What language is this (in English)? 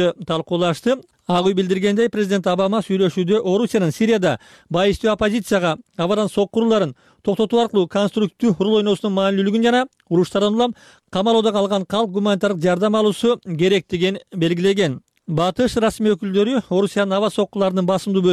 Kyrgyz